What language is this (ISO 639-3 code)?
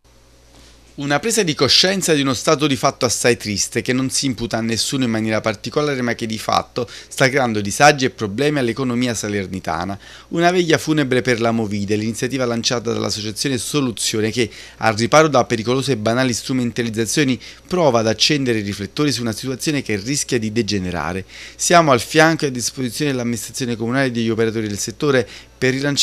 ita